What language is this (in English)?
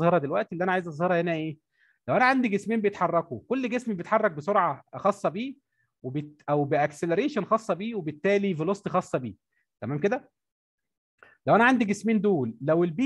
Egyptian Arabic